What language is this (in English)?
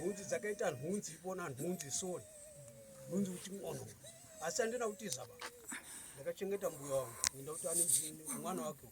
Shona